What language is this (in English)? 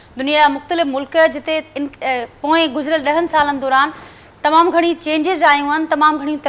Sindhi